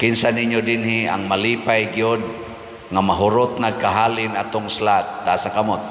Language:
Cebuano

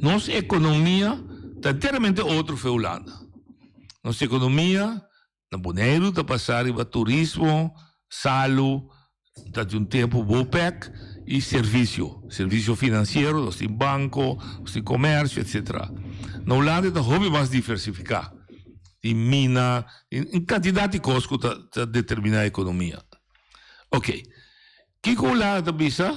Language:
Papiamento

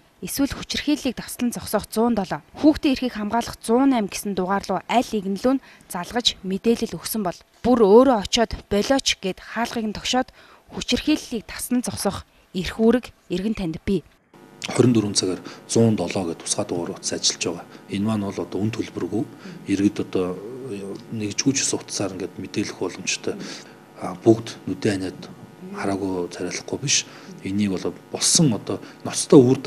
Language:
Mongolian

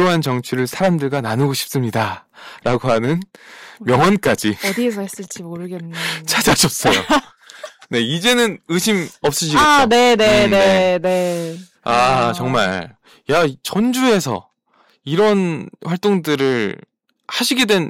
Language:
Korean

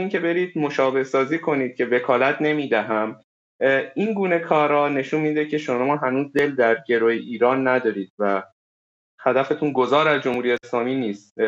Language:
Persian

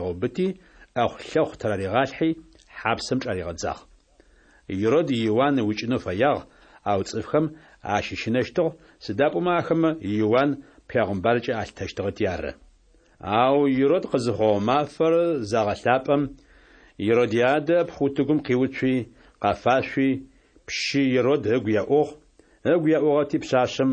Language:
Adyghe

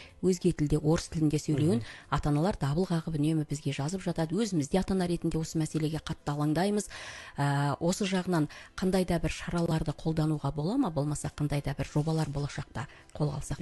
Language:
Kazakh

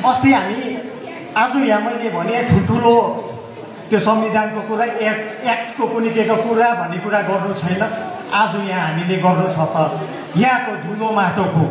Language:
Nepali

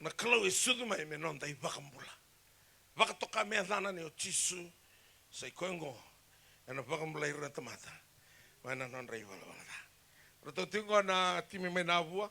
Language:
Fijian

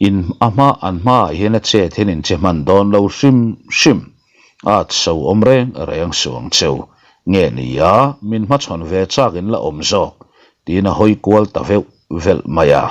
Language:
Mizo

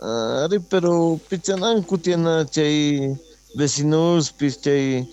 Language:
Quechua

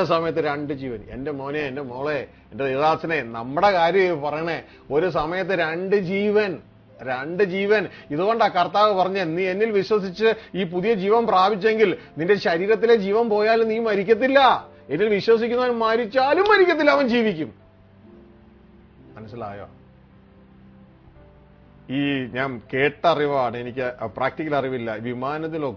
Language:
Malayalam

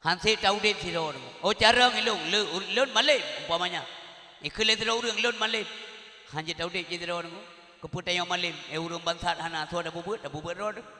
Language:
Achinese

